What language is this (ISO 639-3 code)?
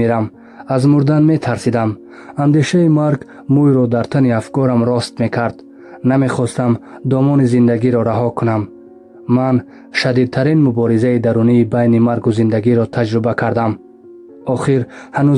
tgk